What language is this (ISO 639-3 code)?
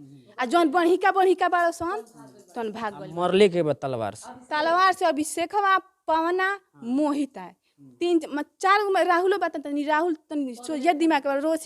bho